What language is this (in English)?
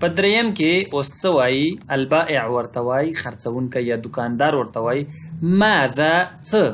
Pashto